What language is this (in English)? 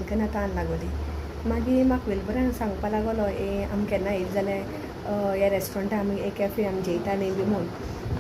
Konkani